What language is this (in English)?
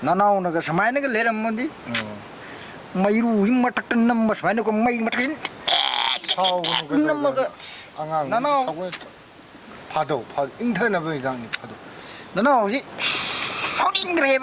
Manipuri